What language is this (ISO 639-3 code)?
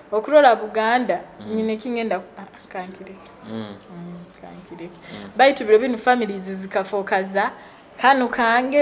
nyo